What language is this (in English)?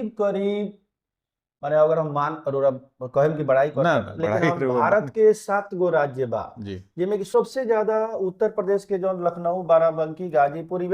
Bhojpuri